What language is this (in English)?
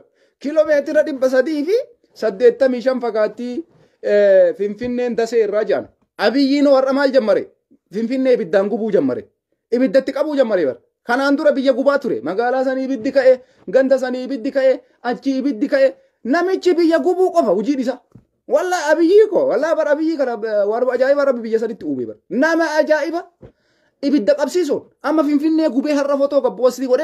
Oromo